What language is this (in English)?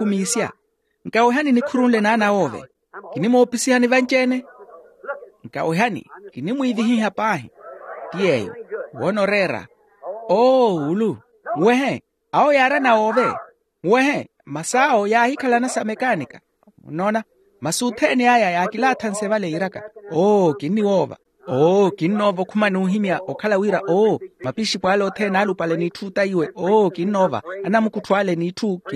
Makhuwa